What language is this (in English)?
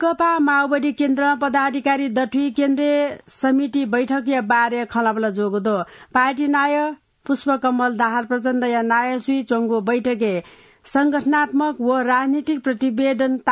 Newari